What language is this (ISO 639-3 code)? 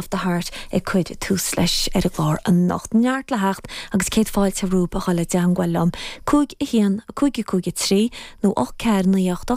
gle